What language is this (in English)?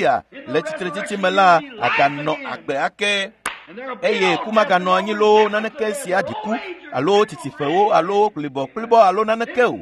Ewe